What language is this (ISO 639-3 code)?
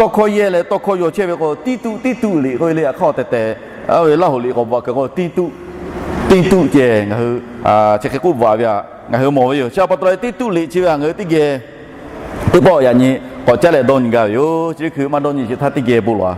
lhu